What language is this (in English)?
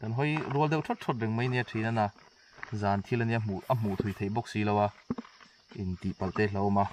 Mizo